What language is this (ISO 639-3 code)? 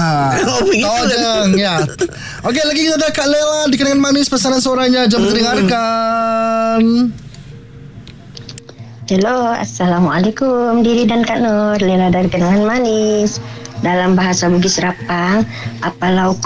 msa